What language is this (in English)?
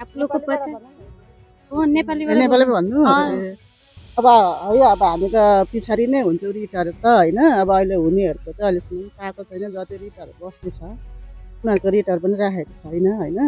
Nepali